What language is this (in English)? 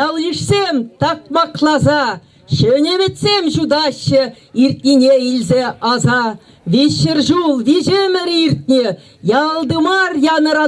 Chuvash